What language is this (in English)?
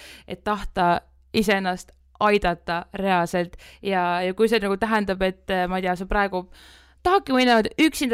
Estonian